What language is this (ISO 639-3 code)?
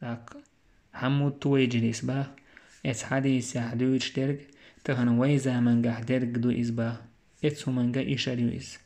che